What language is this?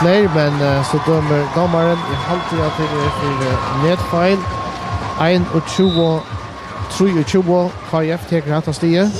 Faroese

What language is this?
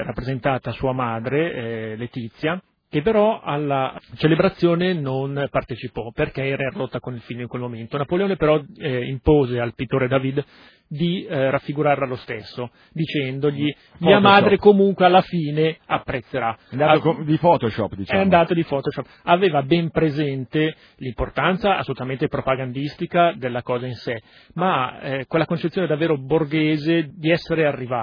Italian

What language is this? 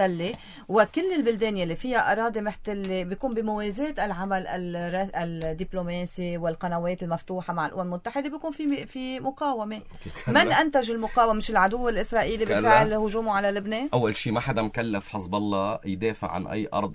North Levantine Arabic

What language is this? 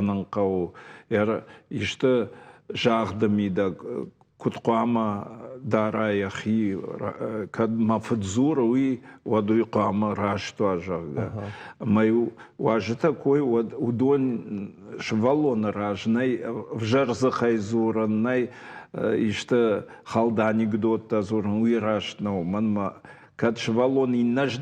Ossetic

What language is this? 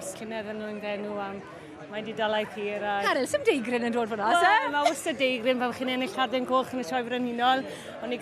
Welsh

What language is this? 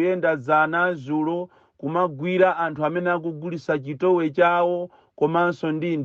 Nyanja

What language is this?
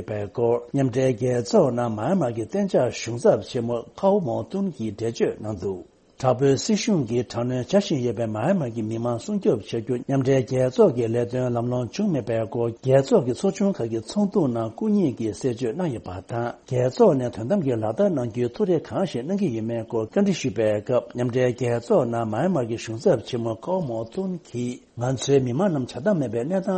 Tibetan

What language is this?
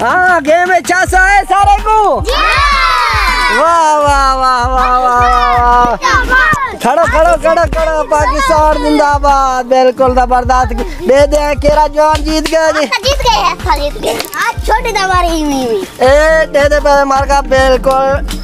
Saraiki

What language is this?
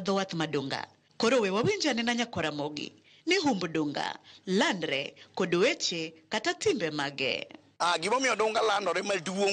Luo (Kenya and Tanzania)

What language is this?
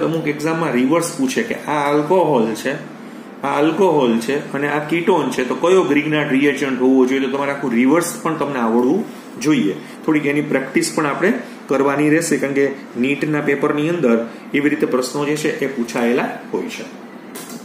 Gujarati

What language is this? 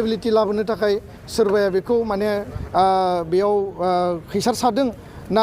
Bodo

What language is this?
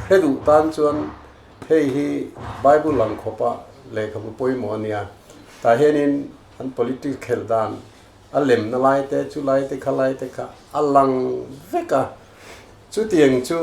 Mizo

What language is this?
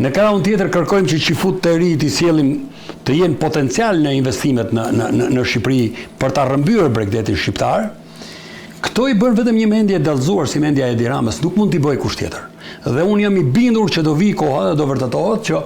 Albanian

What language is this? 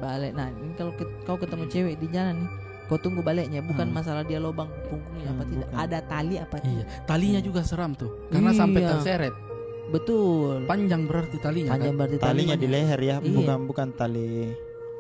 Makassar Malay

